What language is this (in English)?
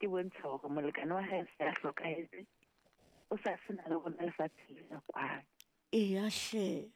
Southern Sotho